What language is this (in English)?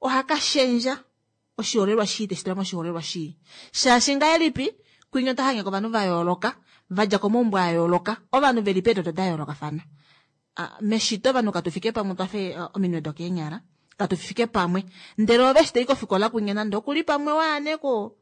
Kuanyama